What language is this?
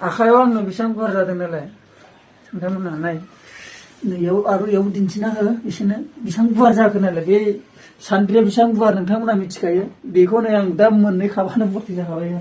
Bodo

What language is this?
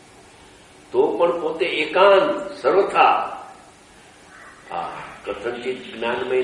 Gujarati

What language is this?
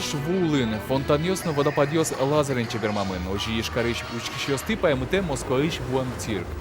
Udmurt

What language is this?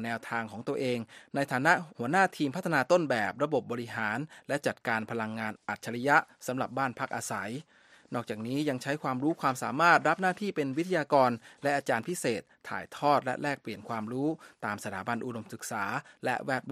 Thai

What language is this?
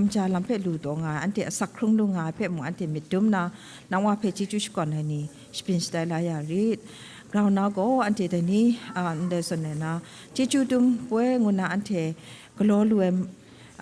Kachin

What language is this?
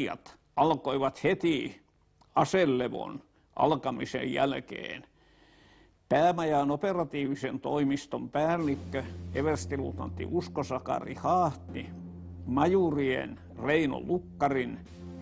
Finnish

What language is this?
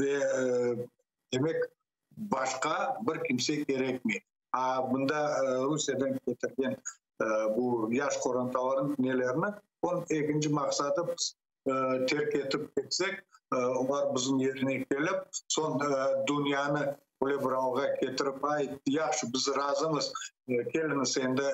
Crimean Tatar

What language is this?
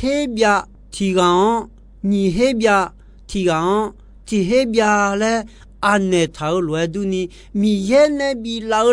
Akha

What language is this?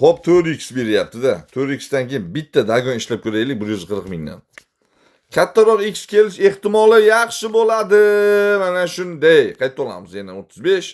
Uzbek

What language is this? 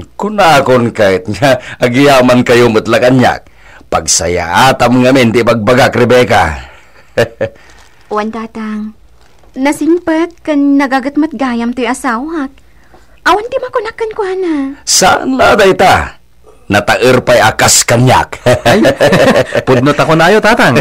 Iloko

